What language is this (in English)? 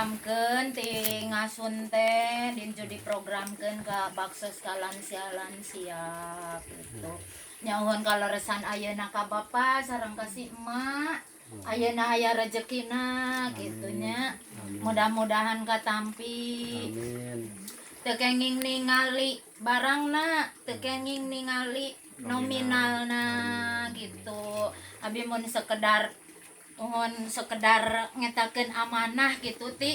Sundanese